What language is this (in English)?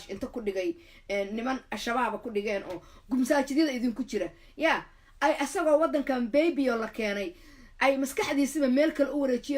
Somali